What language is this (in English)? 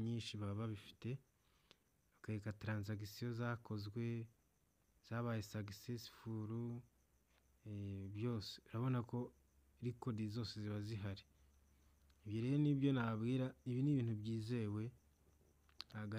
Kinyarwanda